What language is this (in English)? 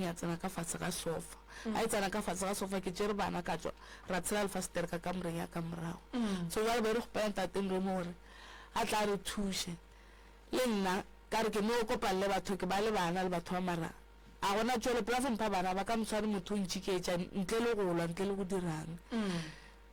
Northern Sotho